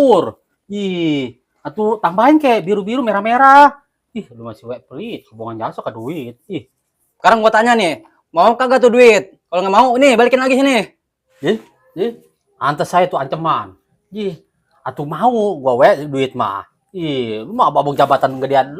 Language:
Betawi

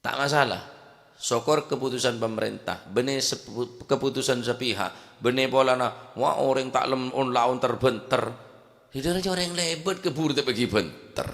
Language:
Madurese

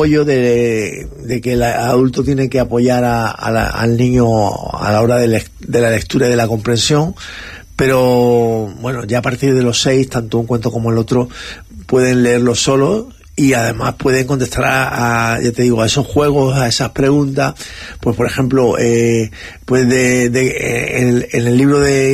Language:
Spanish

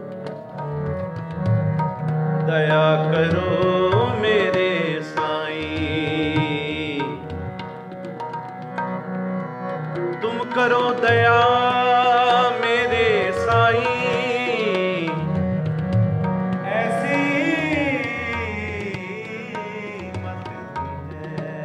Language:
Punjabi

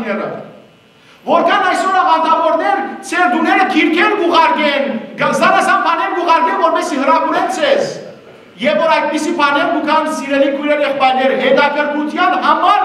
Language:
Western Armenian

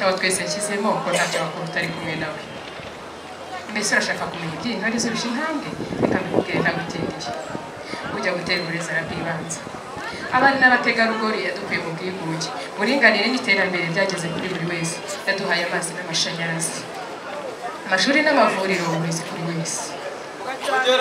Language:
Kinyarwanda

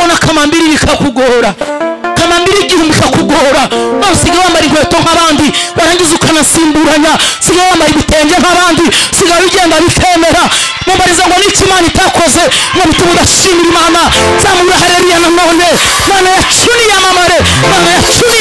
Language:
Kinyarwanda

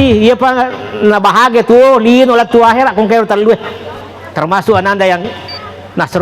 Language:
Buginese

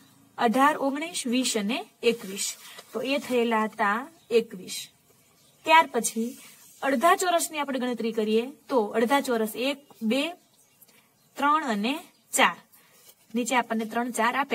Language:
Gujarati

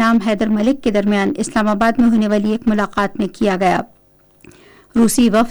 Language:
Urdu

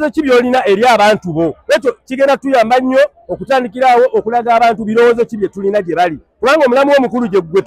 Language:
Ganda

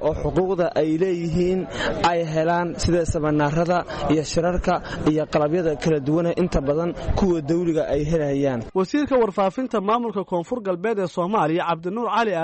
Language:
Somali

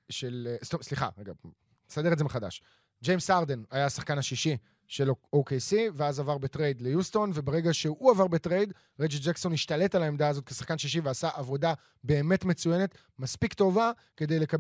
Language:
Hebrew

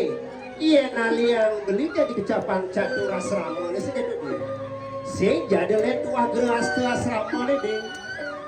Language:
Balinese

